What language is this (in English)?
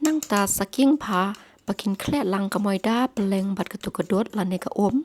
Khasi